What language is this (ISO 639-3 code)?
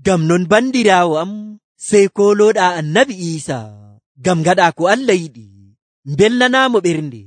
fuv